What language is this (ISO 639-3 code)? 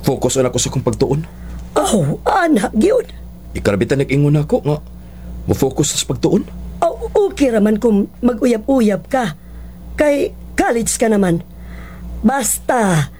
ceb